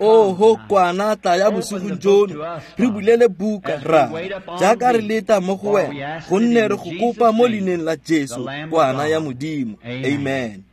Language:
Tswana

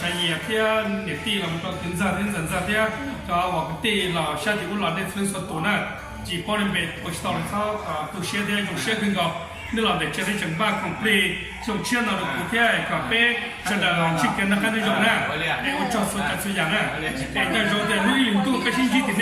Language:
Hmong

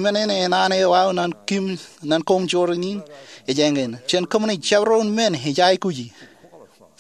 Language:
Marshallese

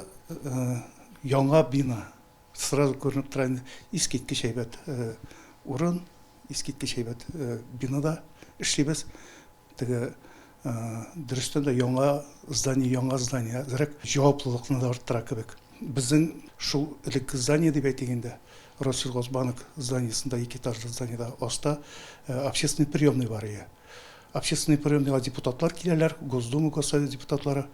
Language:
Tatar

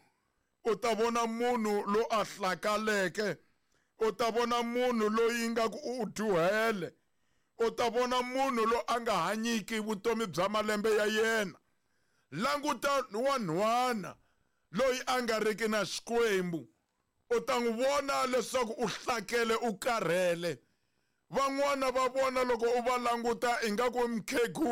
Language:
Tsonga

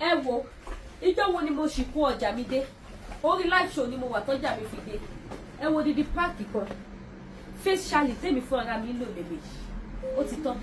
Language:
Yoruba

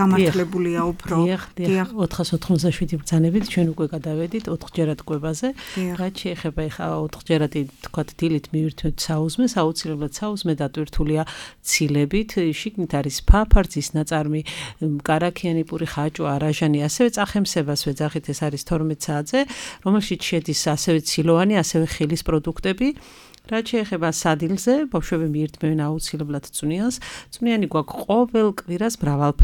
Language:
Georgian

